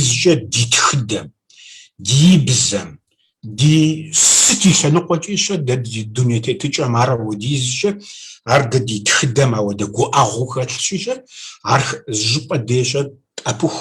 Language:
Kabardian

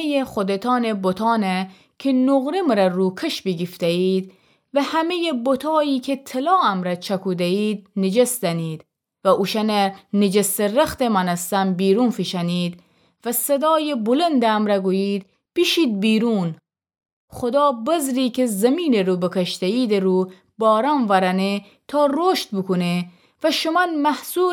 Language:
Gilaki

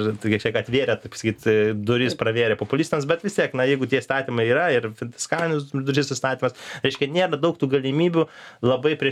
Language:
Lithuanian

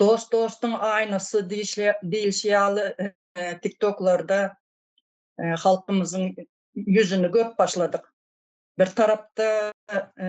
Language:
Turkmen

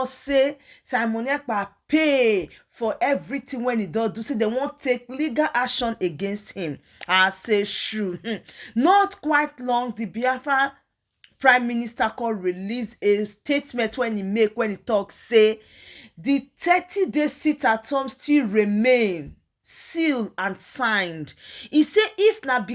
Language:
Nigerian Pidgin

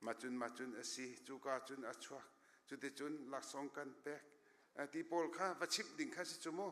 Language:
Hakha Chin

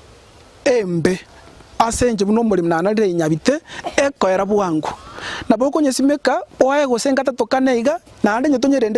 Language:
Gusii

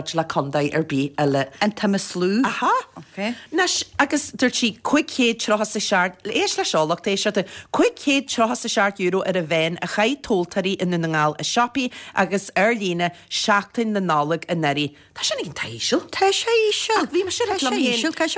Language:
Irish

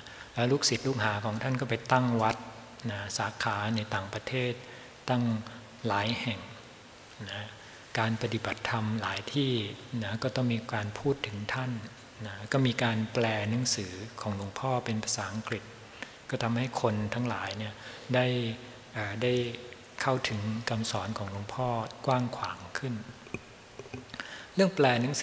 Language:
Thai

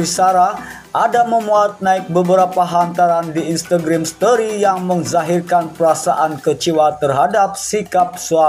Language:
Malay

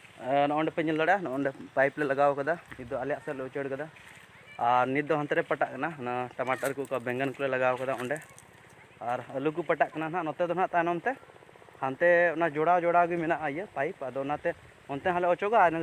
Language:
Santali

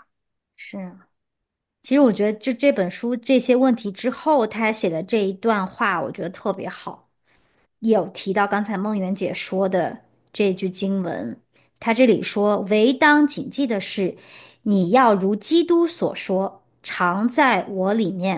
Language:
Chinese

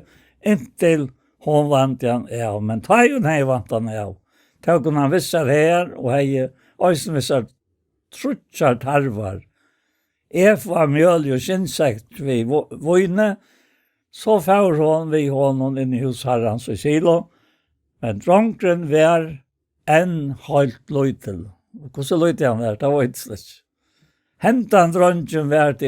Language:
Faroese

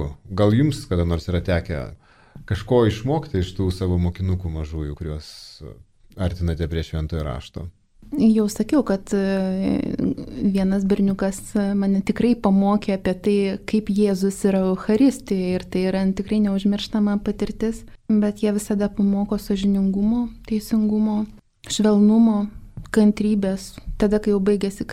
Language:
Lithuanian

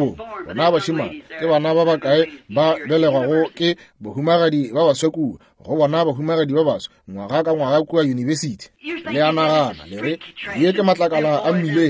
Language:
Northern Sotho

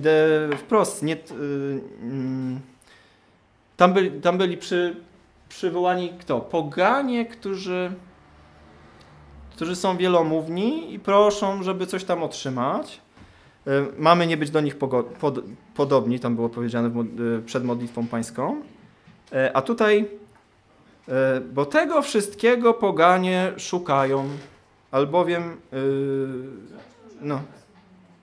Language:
Polish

